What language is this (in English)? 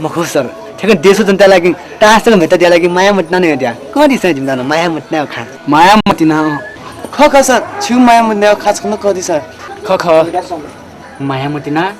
Newari